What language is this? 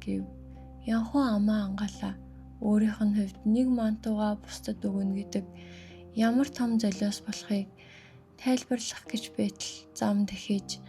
Mongolian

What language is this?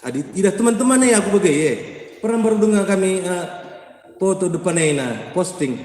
Batak Karo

